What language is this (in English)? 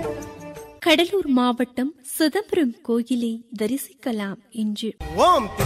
Tamil